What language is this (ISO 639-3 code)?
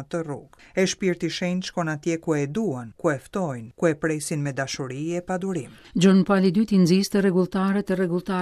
sqi